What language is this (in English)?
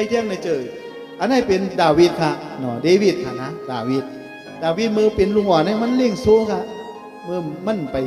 Shan